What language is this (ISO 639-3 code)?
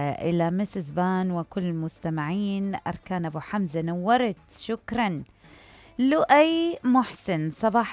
acm